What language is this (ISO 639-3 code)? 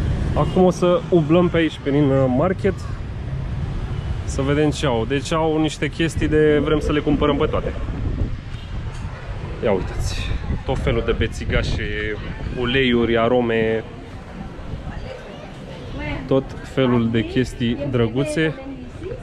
ron